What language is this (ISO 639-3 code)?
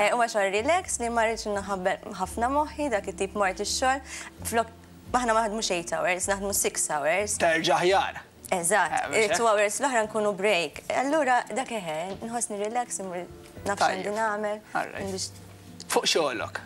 mlt